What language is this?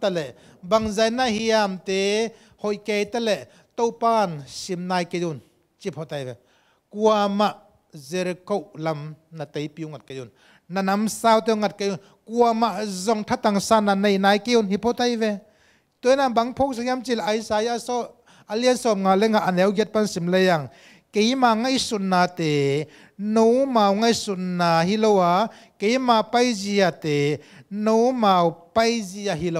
Tedim Chin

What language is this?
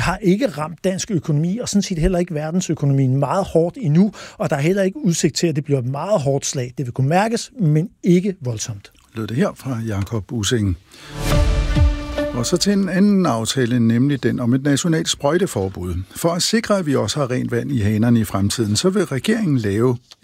Danish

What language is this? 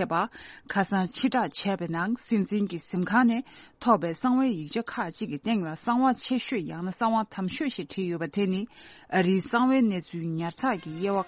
Tibetan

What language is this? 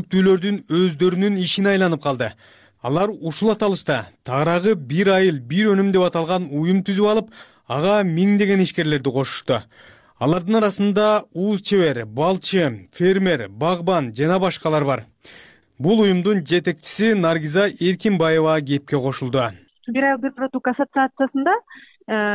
Kyrgyz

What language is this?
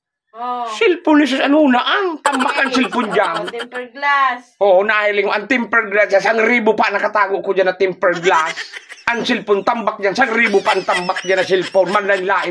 Bikol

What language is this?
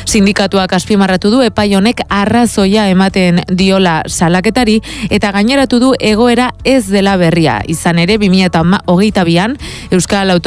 Basque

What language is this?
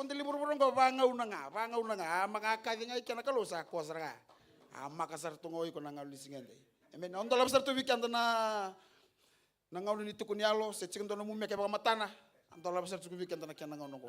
Fijian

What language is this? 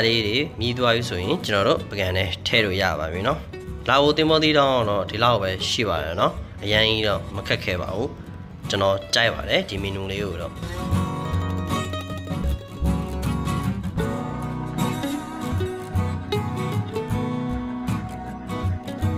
Burmese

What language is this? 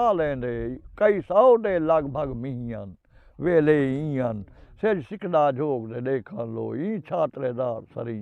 Saraiki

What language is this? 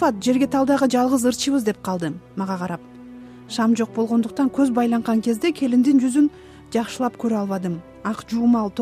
Kyrgyz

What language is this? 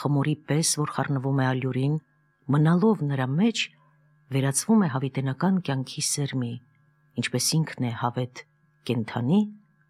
Armenian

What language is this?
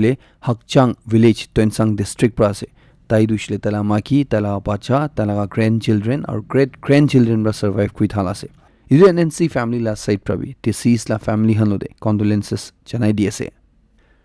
Naga Pidgin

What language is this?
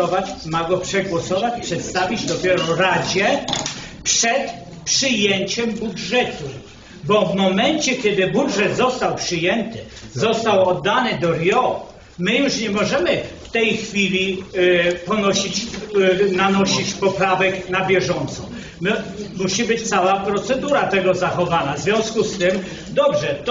Polish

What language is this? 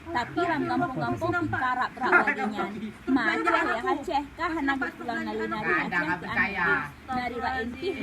Achinese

